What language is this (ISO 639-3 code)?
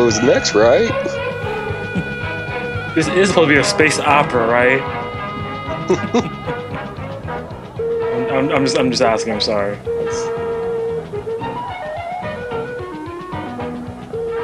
eng